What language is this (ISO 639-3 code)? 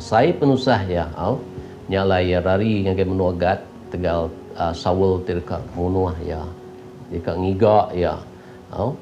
iba